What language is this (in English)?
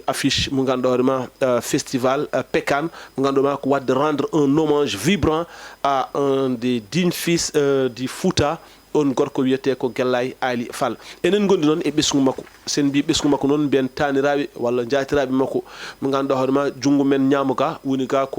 Fula